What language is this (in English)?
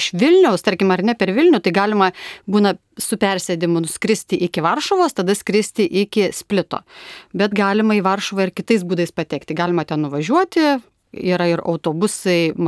Lithuanian